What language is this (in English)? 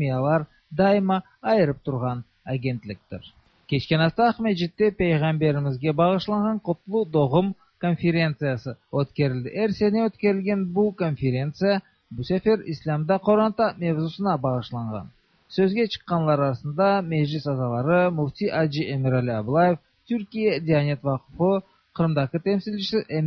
Tatar